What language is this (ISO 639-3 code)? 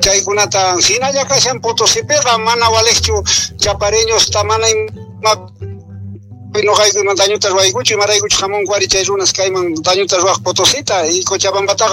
que